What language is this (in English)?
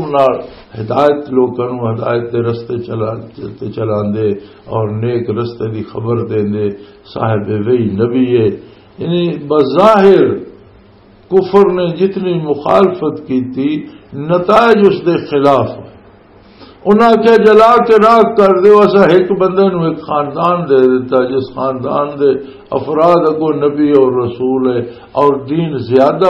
Western Panjabi